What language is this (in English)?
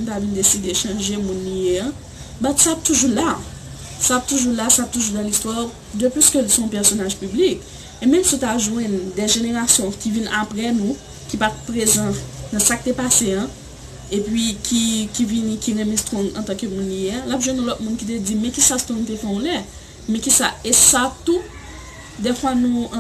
Haitian Creole